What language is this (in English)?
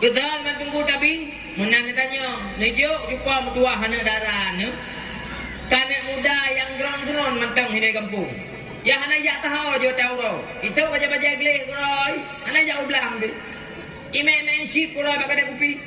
Achinese